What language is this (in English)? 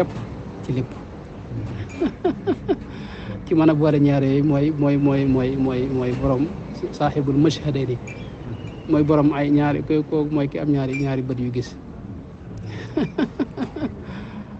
Wolof